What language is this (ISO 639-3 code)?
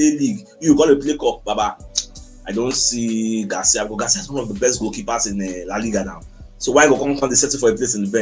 pcm